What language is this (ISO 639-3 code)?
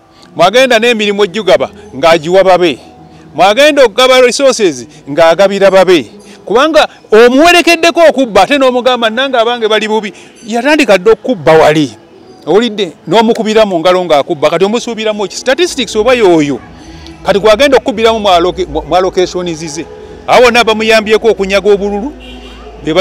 lug